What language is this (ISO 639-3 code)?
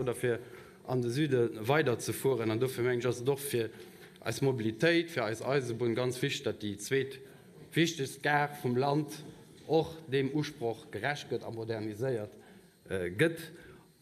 ltz